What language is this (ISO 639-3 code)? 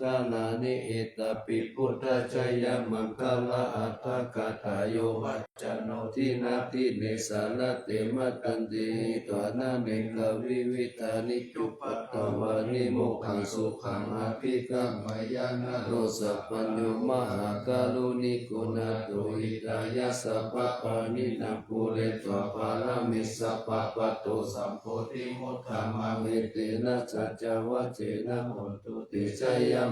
pli